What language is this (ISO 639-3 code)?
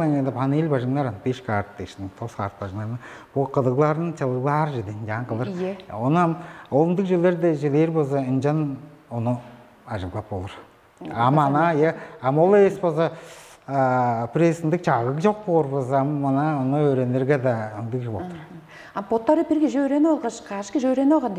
tyv